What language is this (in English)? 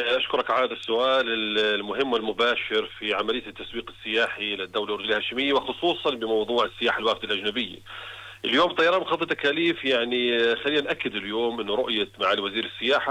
Arabic